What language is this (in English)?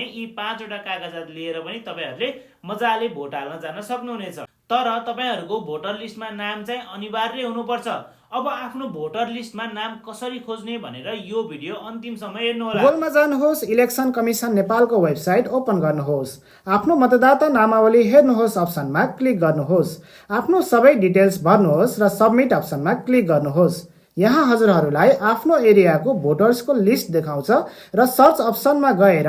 Nepali